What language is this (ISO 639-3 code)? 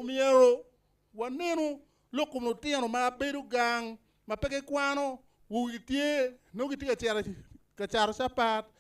ach